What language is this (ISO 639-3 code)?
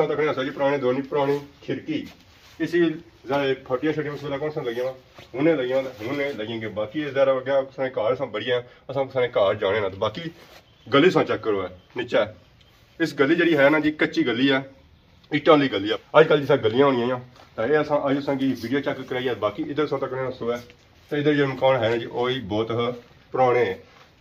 phr